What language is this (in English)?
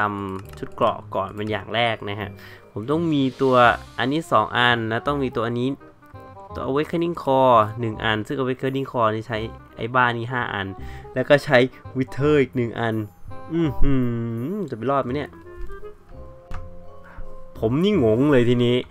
Thai